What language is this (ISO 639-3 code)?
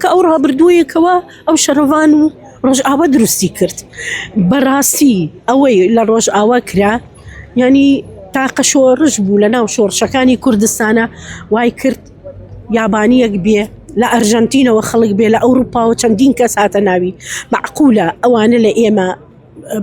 ckb